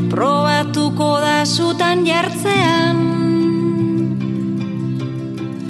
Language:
Basque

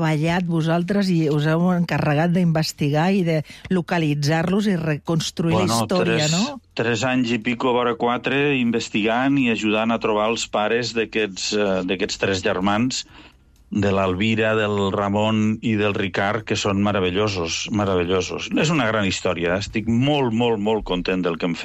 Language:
Catalan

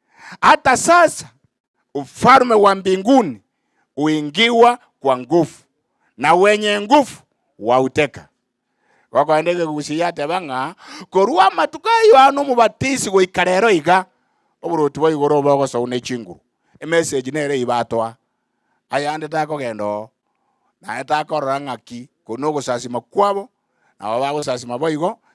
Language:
Gusii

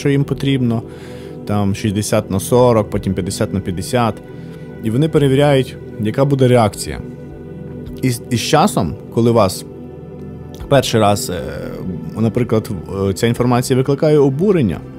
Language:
Ukrainian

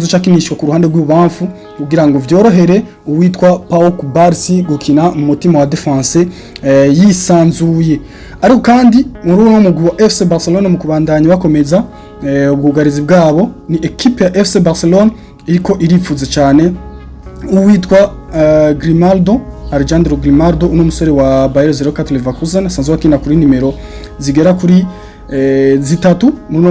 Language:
Rundi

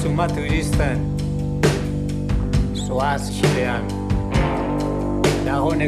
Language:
Basque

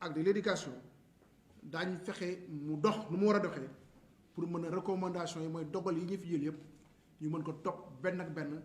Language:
Wolof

